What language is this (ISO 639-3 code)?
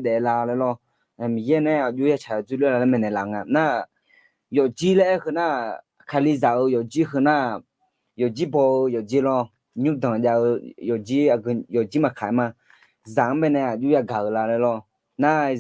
ahk